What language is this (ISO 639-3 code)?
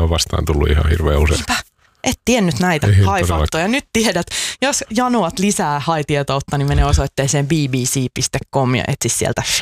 fin